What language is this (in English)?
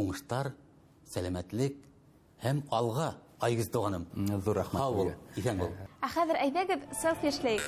Bashkir